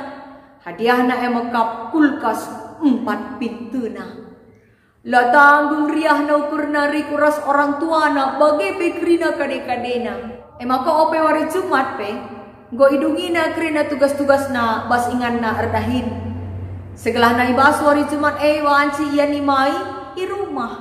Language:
Batak Karo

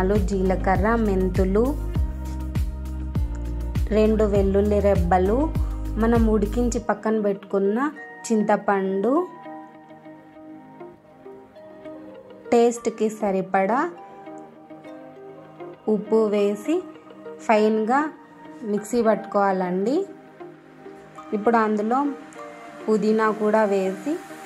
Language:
Telugu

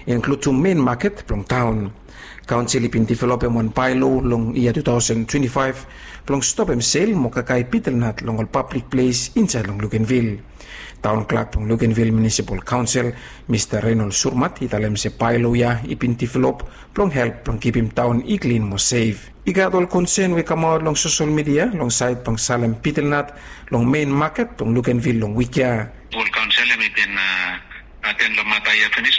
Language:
Bislama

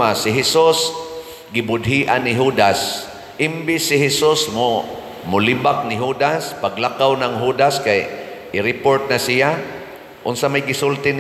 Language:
Cebuano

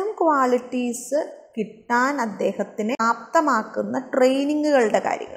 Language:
Malayalam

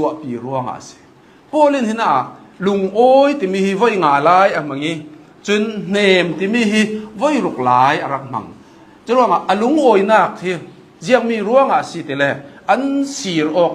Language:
Hakha Chin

